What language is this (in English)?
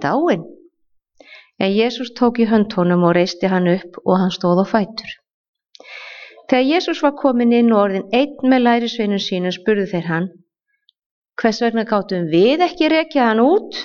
Icelandic